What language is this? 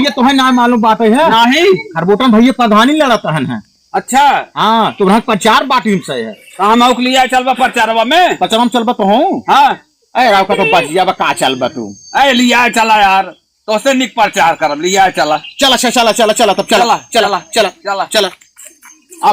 Awadhi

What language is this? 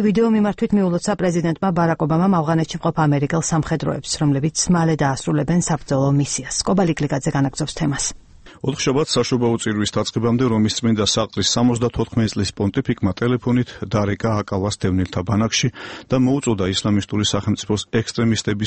Georgian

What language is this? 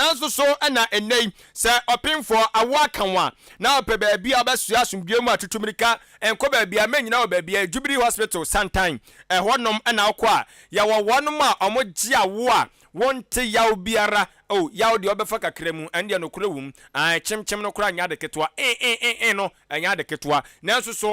Akan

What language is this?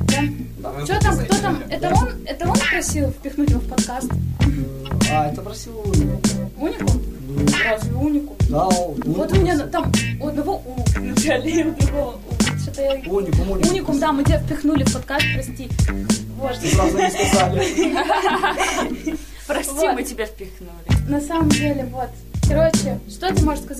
Russian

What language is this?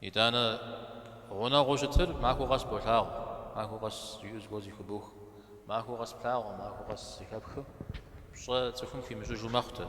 Kabardian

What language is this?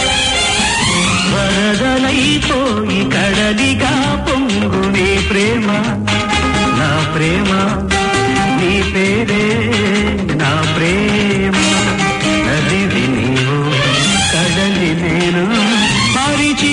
Telugu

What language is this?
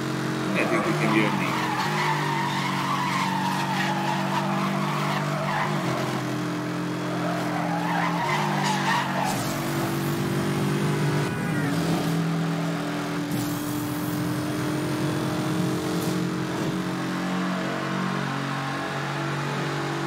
Hungarian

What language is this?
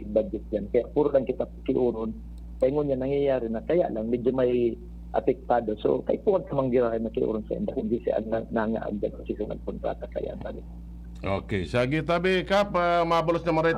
Bikol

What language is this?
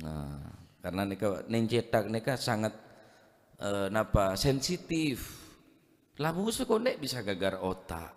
Madurese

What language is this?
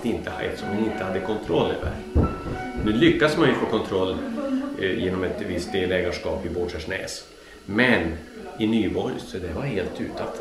Swedish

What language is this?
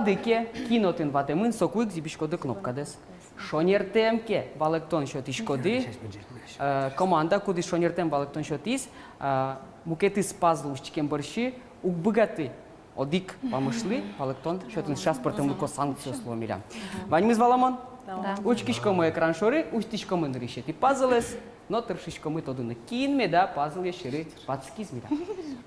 Udmurt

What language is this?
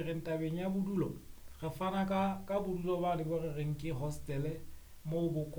Southern Sotho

